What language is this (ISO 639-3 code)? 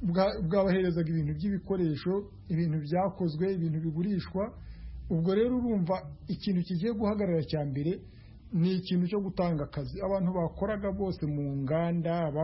kin